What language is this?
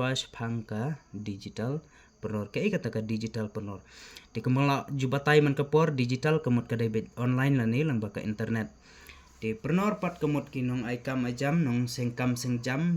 Khasi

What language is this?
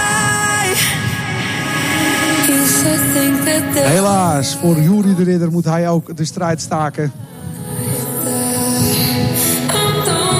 Dutch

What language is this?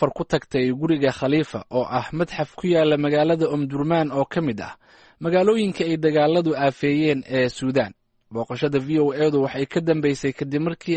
Somali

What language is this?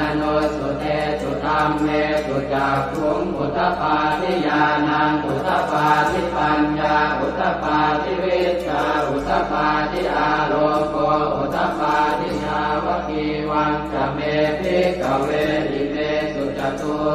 Pali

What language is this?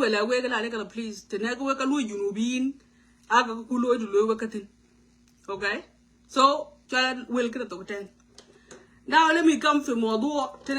Nuer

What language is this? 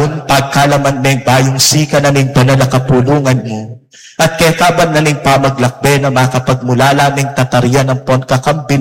Pampanga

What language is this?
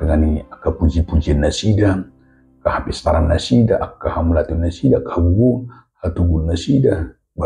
Batak Toba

